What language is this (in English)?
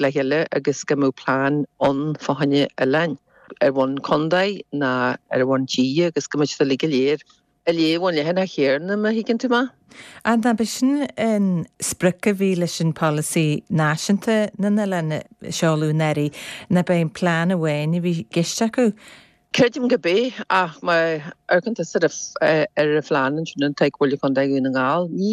Irish